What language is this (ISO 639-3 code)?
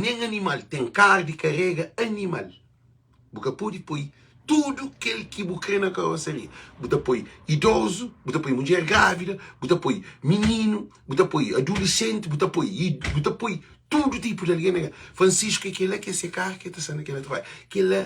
kea